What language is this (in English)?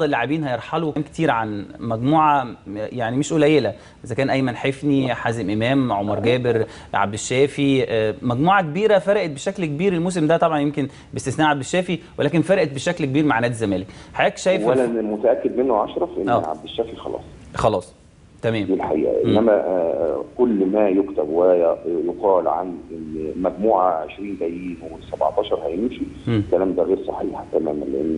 Egyptian Arabic